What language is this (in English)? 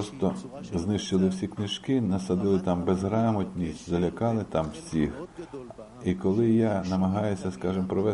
Ukrainian